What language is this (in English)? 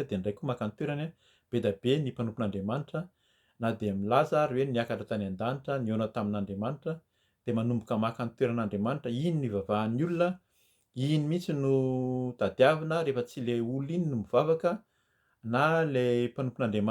Malagasy